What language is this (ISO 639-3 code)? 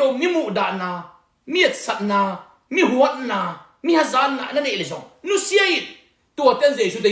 ctd